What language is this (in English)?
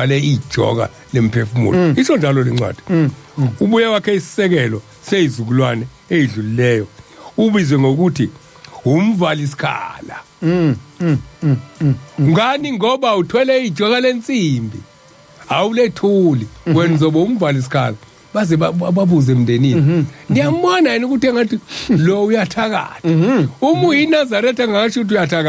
Zulu